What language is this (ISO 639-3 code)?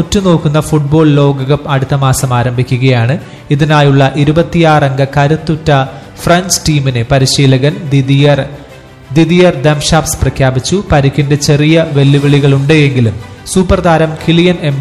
mal